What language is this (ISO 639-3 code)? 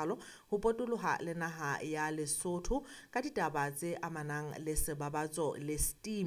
sot